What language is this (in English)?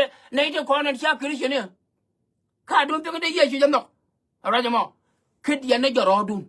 Nuer